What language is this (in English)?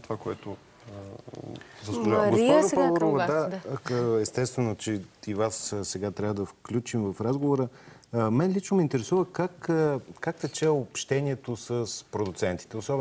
Bulgarian